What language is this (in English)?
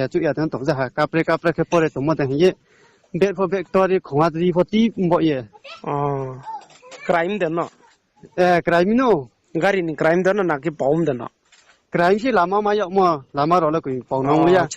Riang (India)